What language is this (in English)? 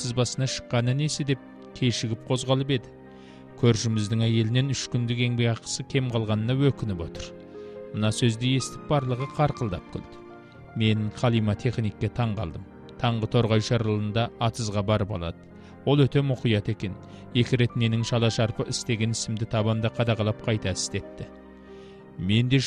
Kazakh